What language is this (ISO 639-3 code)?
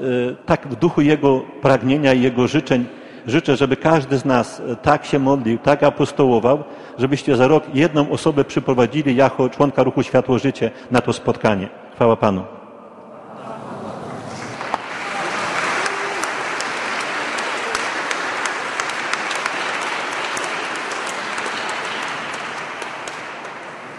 pol